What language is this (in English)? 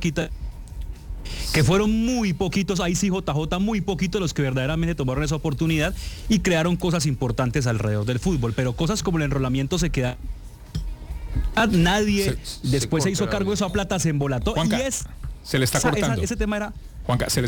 Spanish